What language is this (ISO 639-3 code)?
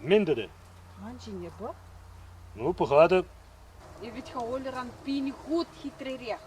chv